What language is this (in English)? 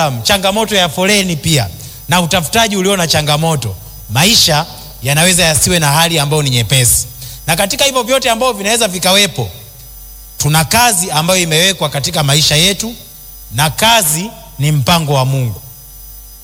Swahili